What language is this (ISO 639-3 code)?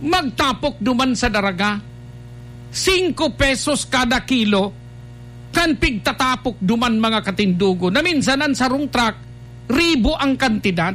bik